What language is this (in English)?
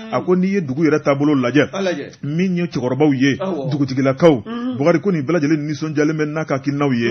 Bambara